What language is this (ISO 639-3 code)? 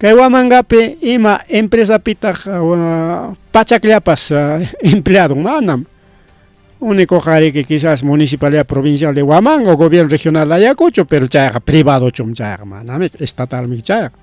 quy